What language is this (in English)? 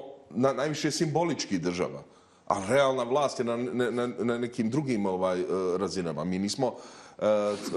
Bosnian